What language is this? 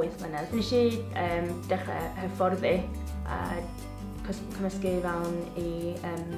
Welsh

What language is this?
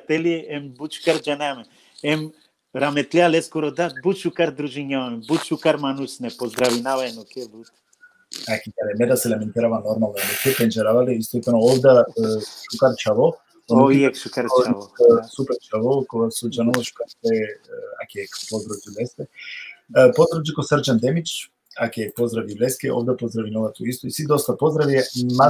Balkan Romani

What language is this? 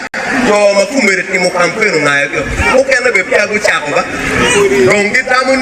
Acoli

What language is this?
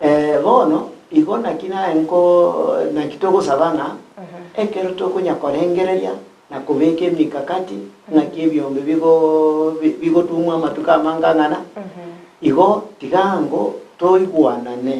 Gusii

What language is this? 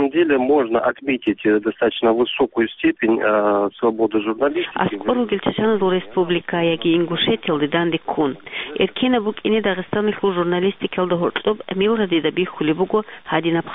Avaric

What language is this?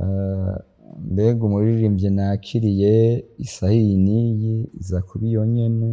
Rundi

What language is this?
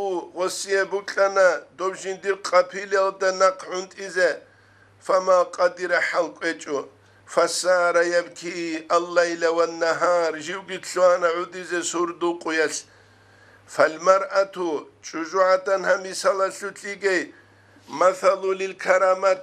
Avaric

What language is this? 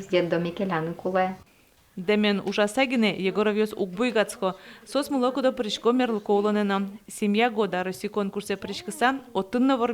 Udmurt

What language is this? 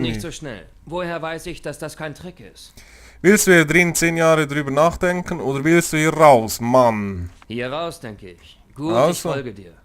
Swiss German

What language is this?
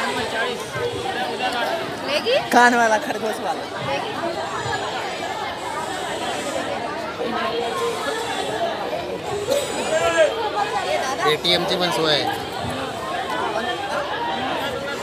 Marathi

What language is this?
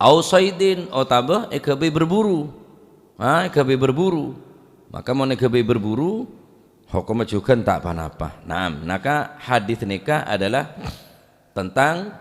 Madurese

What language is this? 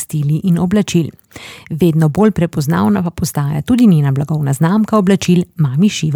Slovenian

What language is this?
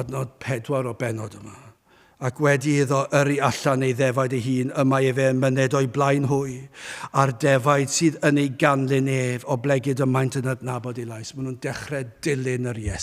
Welsh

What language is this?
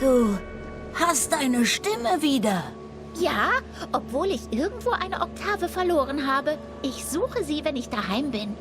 Swiss German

